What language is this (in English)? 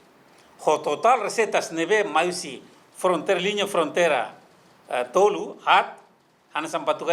Tetum